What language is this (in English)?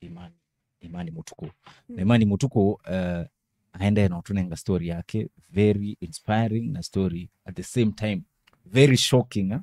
Kamba